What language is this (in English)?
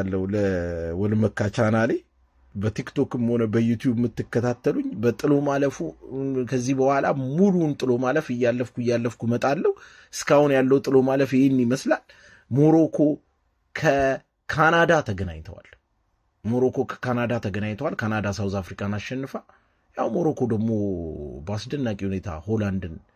Amharic